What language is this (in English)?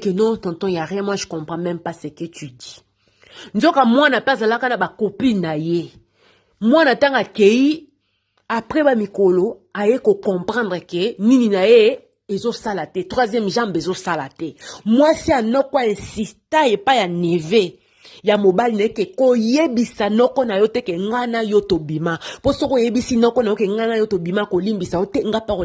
Lingala